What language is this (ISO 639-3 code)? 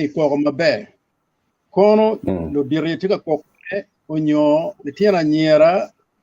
ach